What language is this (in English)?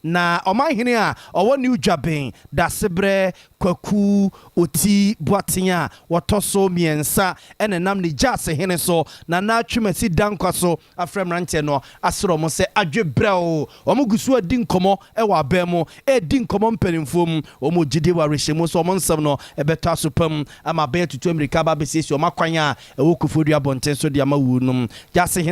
Akan